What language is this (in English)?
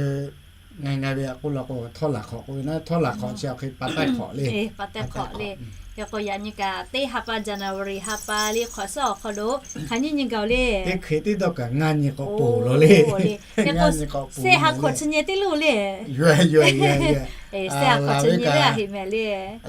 Lahu